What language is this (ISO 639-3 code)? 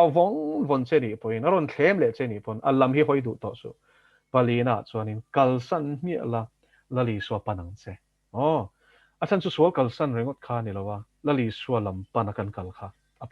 lus